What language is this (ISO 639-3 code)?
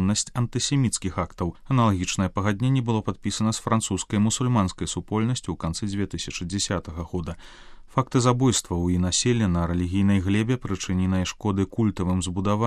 bel